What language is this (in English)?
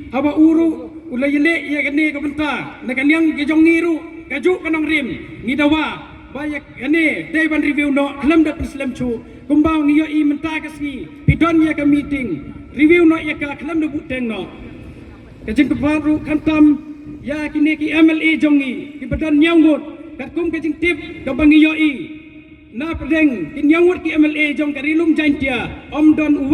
Pnar